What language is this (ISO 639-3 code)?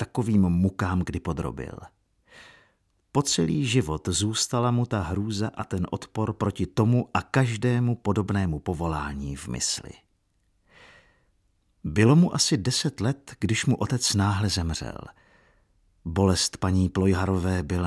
ces